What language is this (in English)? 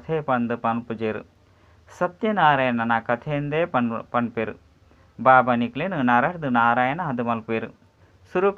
Tulu